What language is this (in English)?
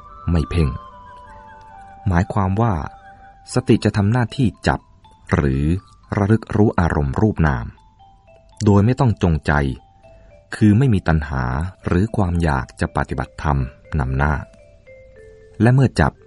Thai